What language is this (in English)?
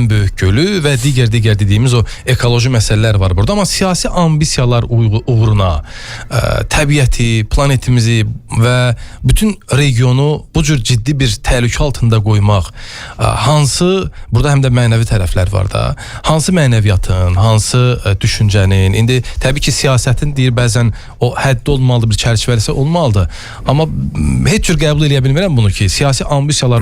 Azerbaijani